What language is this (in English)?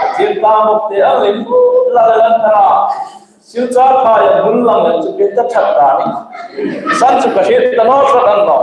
Hmar